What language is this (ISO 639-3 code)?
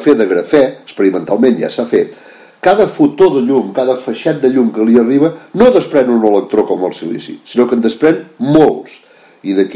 cat